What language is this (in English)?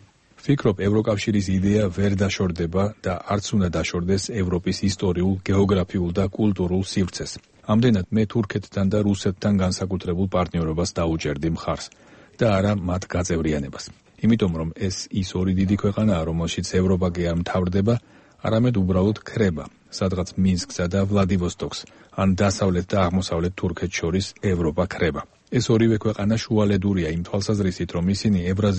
Georgian